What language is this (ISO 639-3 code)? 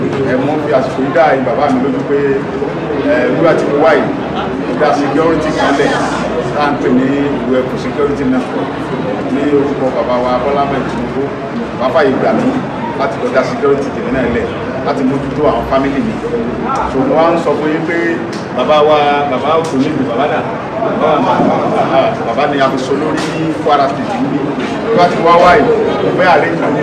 yor